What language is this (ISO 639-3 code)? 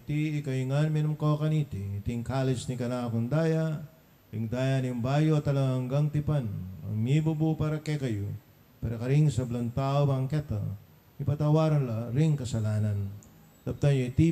pam